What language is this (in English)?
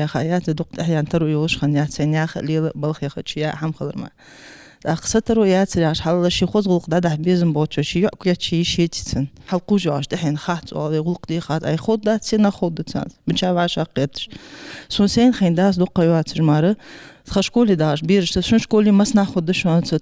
Ingush